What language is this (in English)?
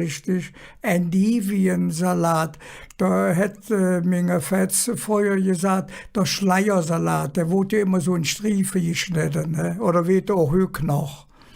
Colognian